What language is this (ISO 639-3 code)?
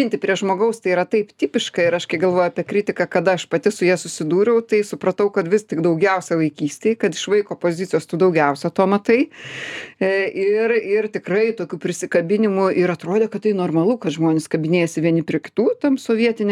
lit